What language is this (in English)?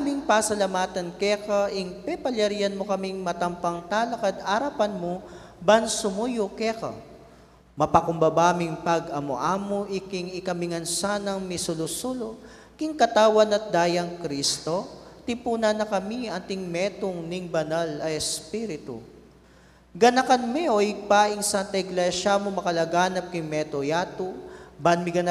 Pampanga